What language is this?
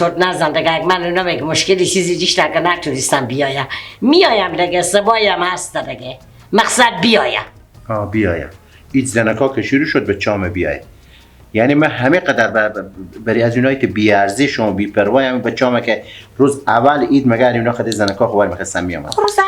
Persian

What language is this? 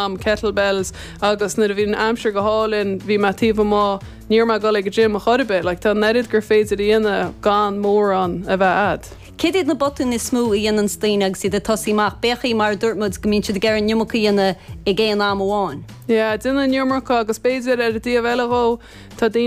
Irish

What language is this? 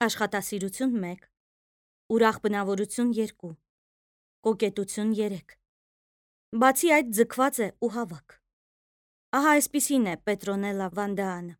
Armenian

